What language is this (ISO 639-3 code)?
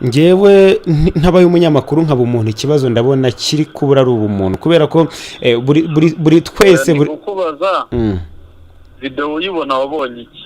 kin